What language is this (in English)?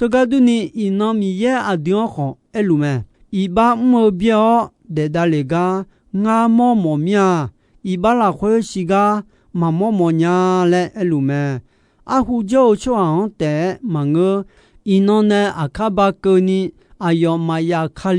Akha